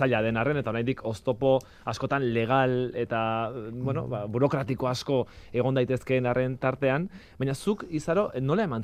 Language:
Basque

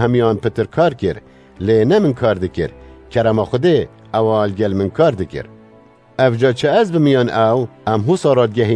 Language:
Kurdish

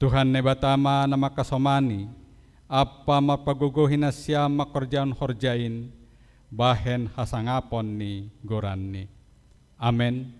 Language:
Batak Simalungun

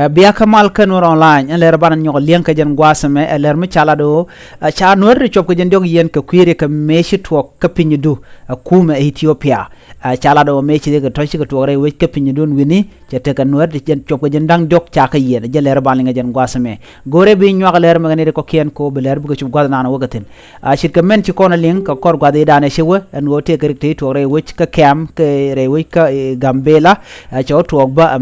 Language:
Nuer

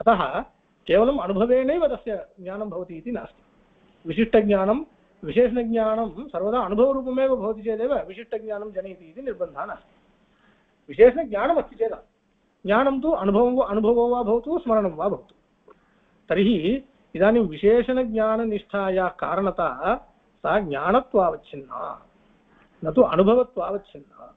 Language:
Sanskrit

